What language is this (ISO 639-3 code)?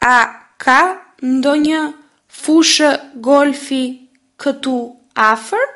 sqi